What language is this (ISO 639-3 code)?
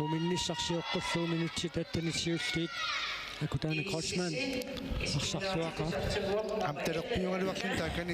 kal